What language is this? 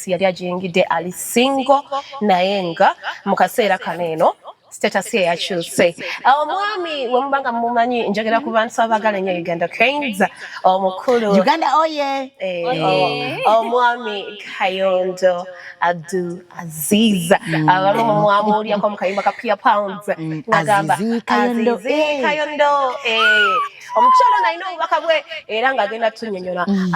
Ganda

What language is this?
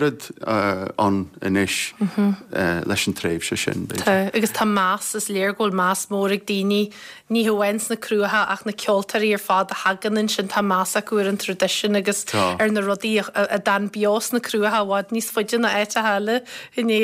Irish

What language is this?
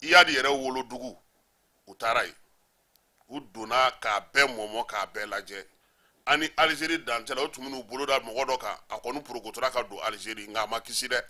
Bambara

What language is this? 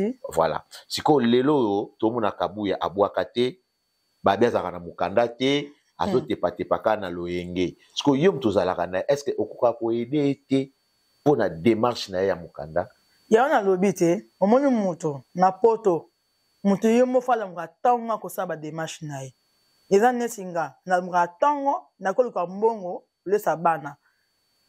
Lingala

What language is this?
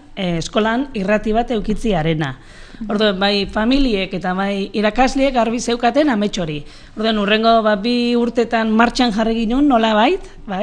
Basque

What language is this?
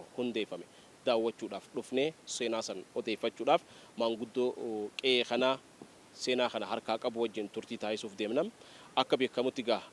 Oromo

